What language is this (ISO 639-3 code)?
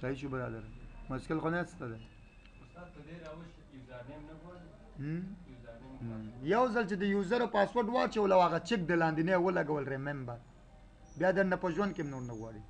pus